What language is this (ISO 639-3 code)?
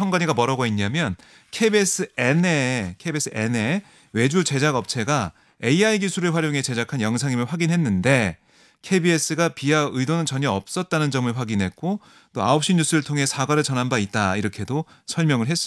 kor